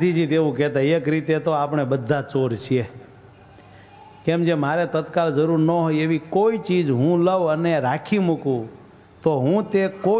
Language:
Gujarati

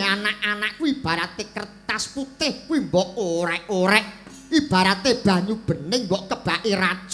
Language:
Javanese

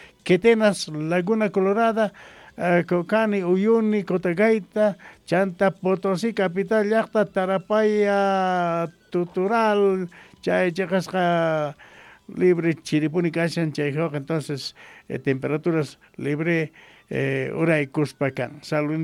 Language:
South Bolivian Quechua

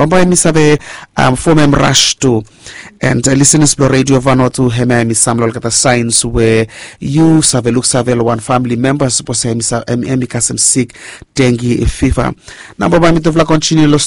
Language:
Bislama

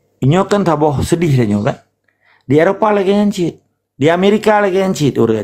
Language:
Achinese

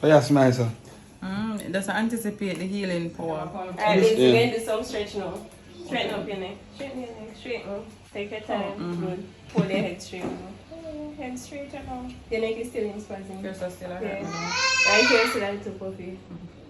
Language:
Jamaican Creole English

